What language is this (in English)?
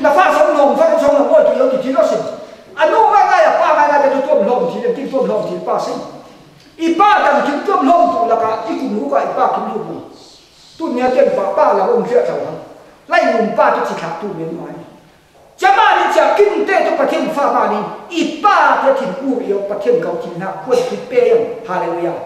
Falam Chin